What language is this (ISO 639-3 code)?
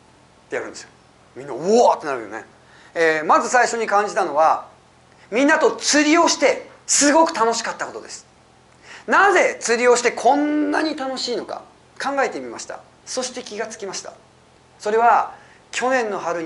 jpn